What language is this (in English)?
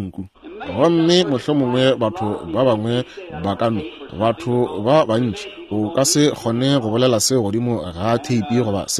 Northern Sotho